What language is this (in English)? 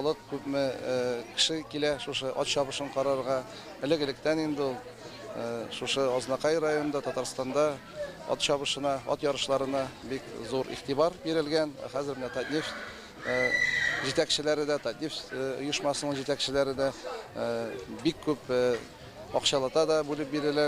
Tatar